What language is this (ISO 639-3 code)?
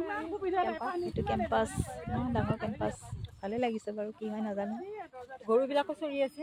asm